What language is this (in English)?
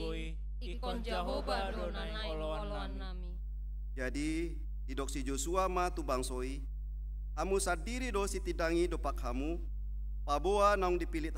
Batak Toba